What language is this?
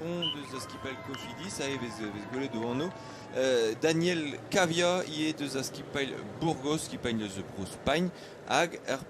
Breton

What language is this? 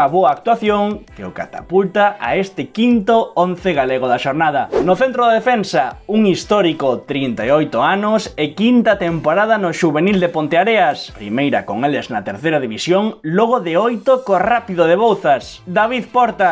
Galician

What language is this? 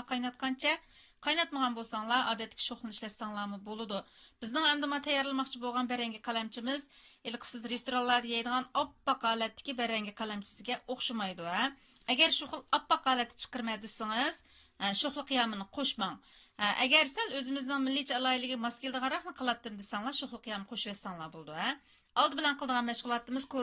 Uyghur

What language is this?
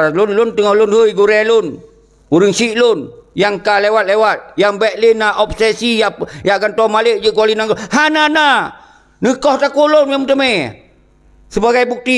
Achinese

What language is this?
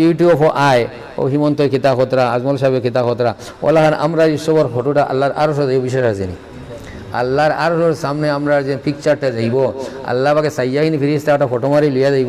Sylheti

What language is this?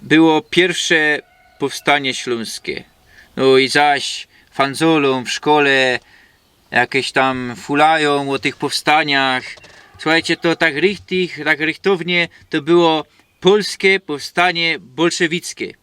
Silesian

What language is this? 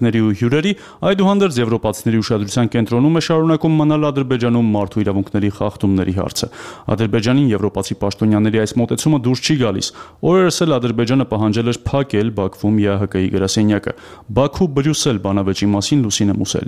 Armenian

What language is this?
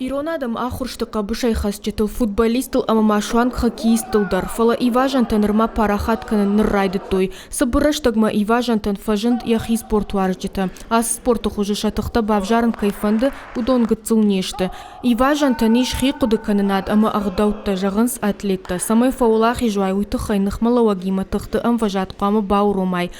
Ossetic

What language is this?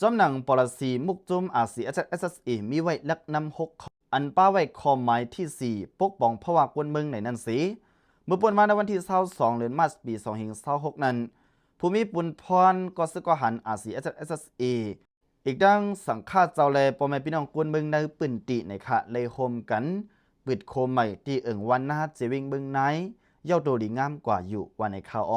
Lao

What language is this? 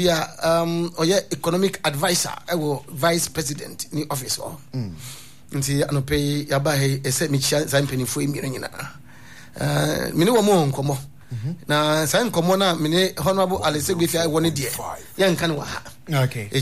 Akan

